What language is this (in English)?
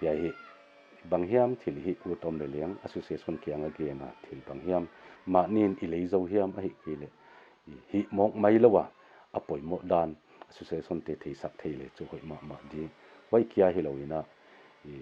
Paite Chin